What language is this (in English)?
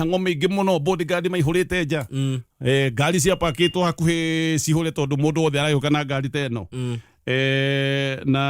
Kikuyu